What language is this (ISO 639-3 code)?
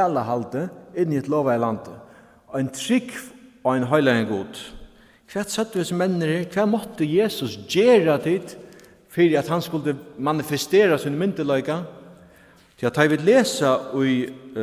fao